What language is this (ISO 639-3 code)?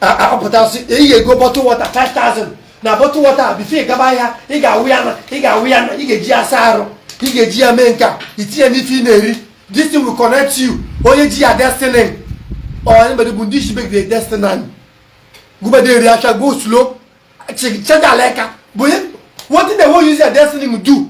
ibo